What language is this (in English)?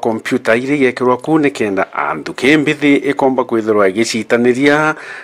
Meru